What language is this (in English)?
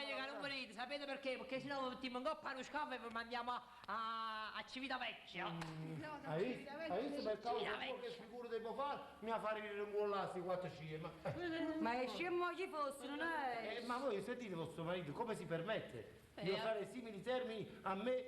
Neapolitan